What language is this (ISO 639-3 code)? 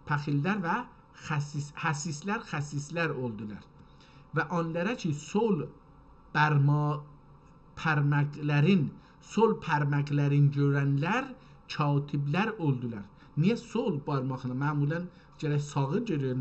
azb